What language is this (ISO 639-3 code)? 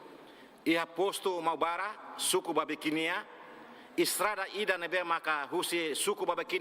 tet